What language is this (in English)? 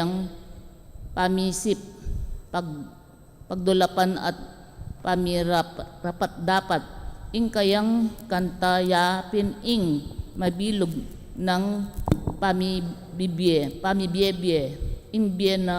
Pampanga